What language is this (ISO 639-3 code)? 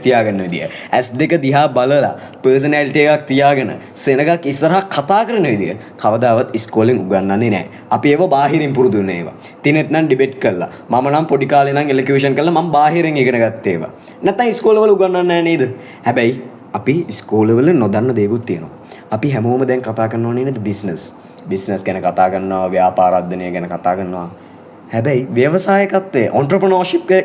sin